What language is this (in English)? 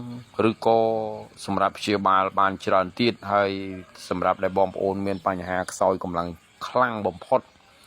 Khmer